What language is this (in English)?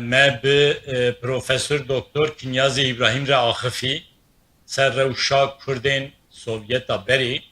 Kurdish